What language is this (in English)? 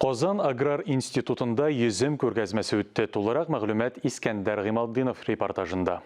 Tatar